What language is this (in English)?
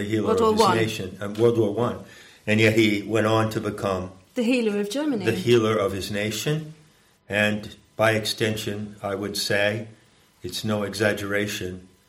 English